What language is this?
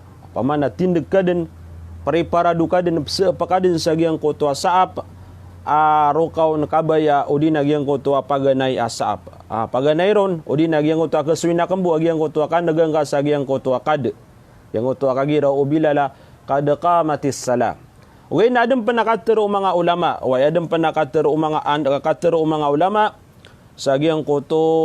Maranao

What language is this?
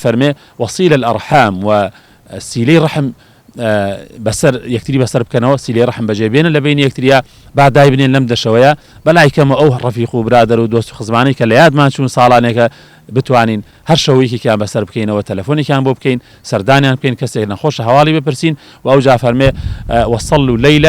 Central Kurdish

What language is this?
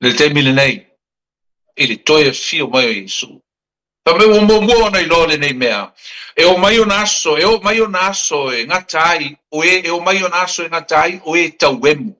Samoan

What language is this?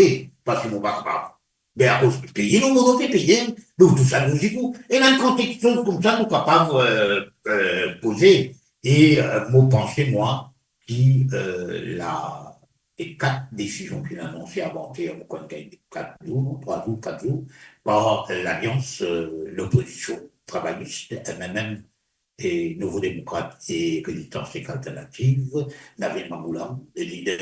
Morisyen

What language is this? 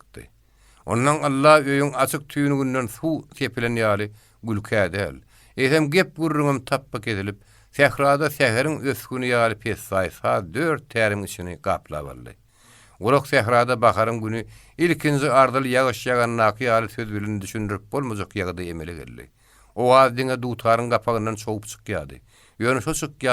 Turkmen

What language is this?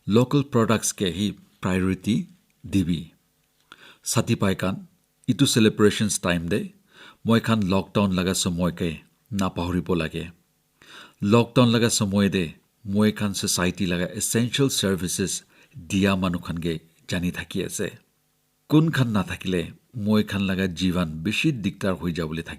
Naga Pidgin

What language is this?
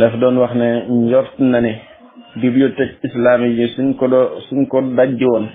Wolof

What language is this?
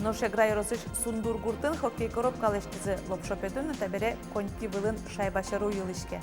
Udmurt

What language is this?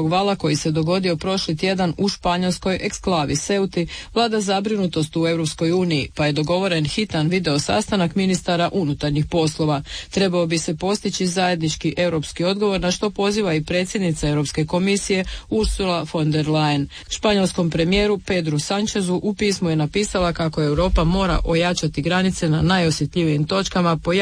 Croatian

